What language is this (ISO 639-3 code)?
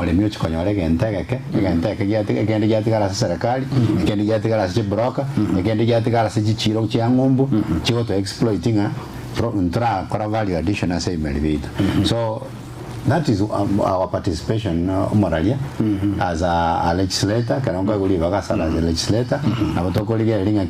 guz